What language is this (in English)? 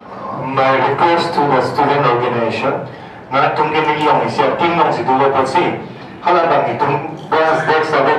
Karbi